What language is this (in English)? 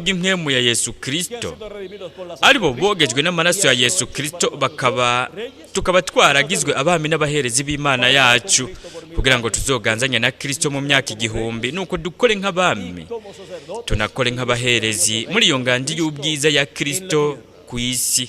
Rundi